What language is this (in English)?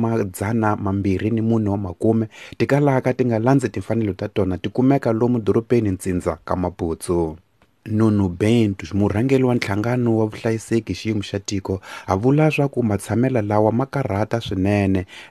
Tsonga